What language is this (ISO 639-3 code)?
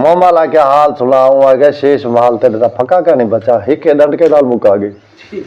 skr